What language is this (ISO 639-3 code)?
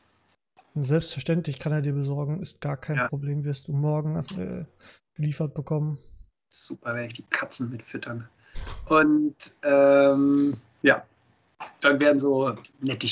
deu